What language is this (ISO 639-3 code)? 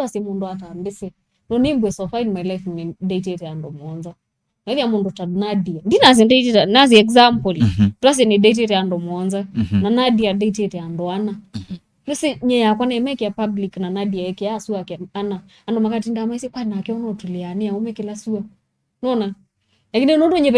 kam